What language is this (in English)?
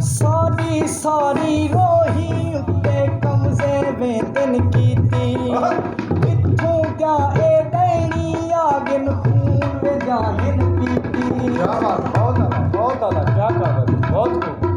Saraiki